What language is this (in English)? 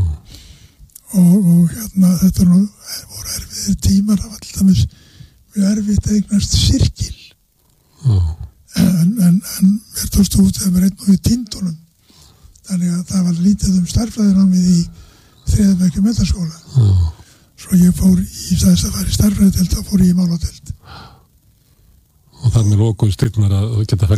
Icelandic